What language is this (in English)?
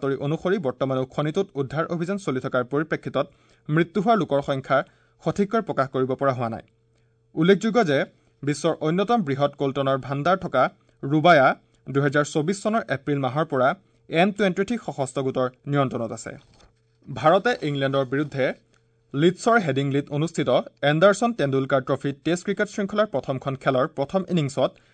Assamese